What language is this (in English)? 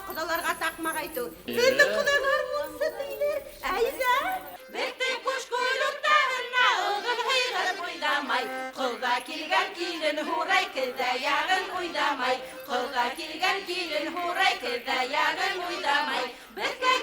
Bashkir